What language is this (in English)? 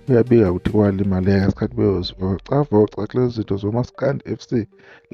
Zulu